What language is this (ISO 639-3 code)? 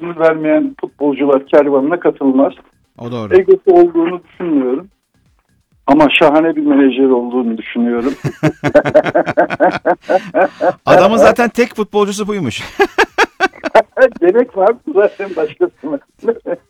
tur